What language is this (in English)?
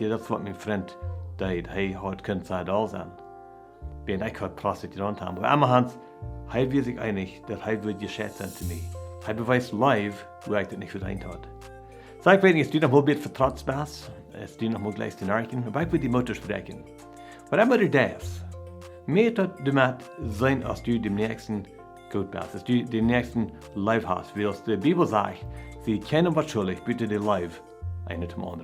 Plautdietsch